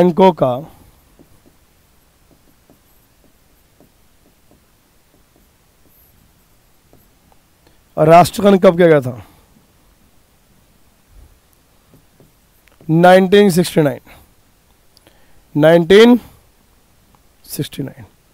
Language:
Hindi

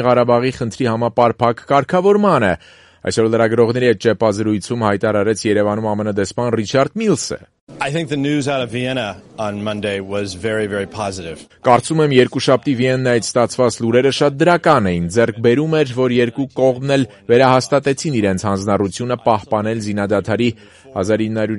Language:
Armenian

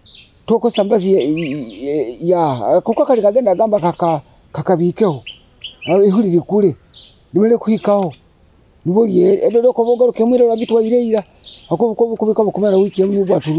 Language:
Nyoro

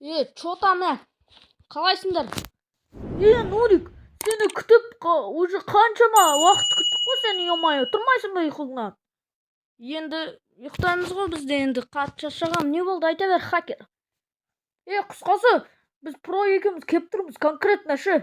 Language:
Kazakh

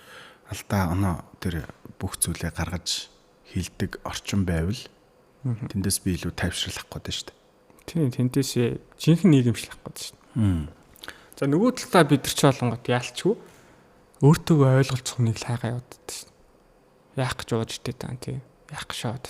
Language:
Mongolian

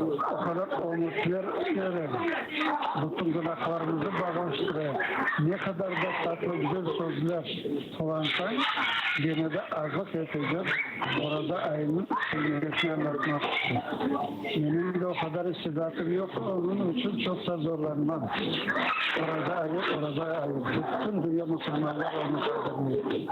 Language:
Crimean Tatar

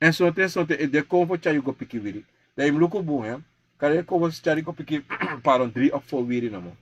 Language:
Sranan Tongo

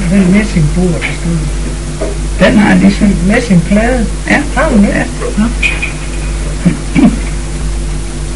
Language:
Danish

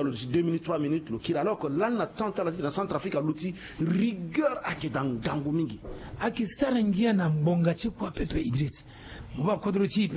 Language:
Sango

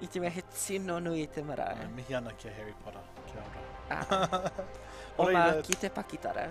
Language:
Māori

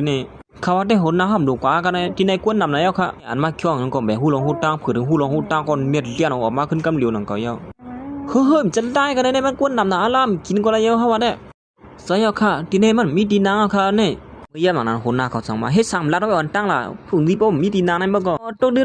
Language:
Shan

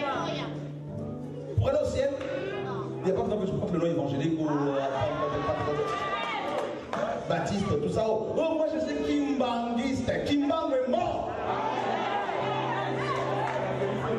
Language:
French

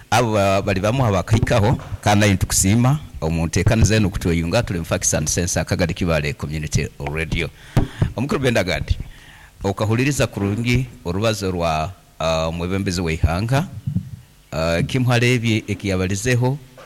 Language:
Nyoro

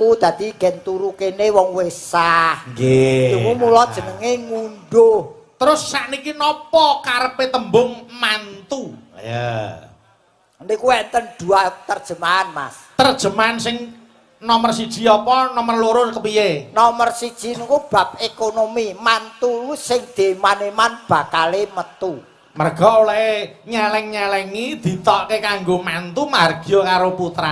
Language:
Javanese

